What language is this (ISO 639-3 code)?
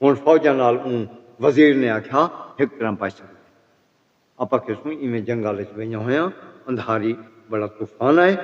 skr